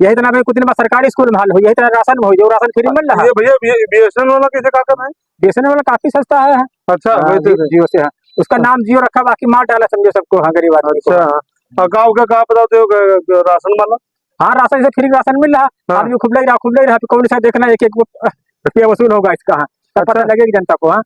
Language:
Awadhi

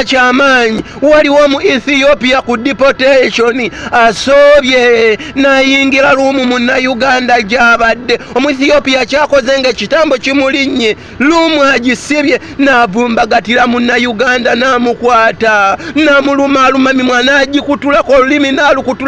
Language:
Ganda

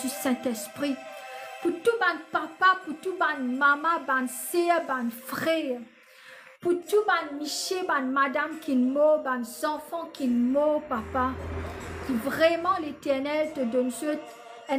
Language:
Morisyen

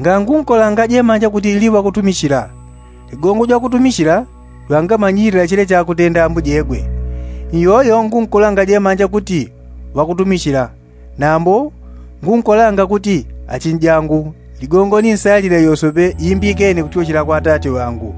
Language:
Yao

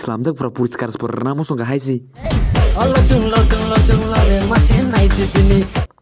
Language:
Kok Borok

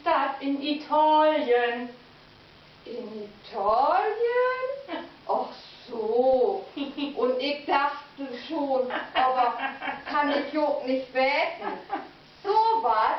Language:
Low German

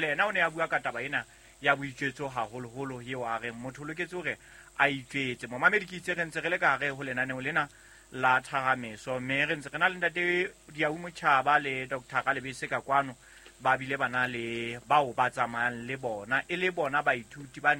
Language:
Southern Sotho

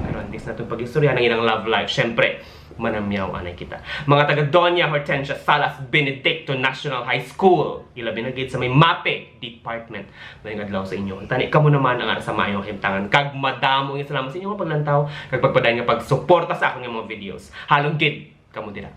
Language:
Hiligaynon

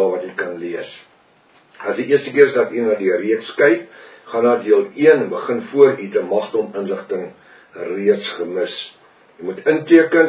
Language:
Afrikaans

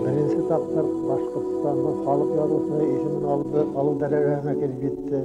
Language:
Bashkir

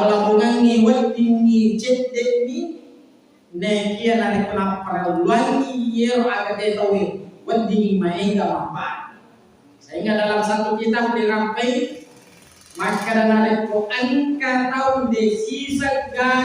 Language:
Buginese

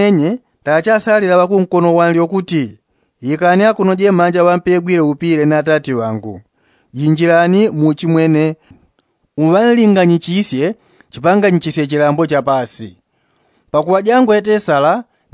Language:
Yao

